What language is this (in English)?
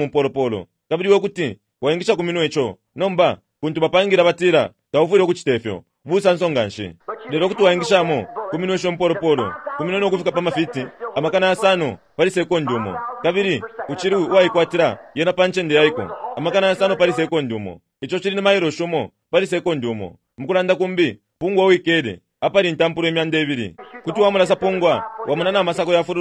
Bemba